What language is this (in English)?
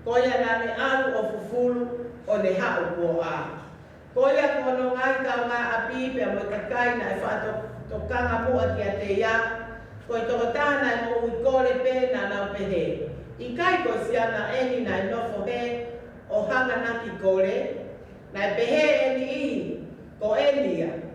Tongan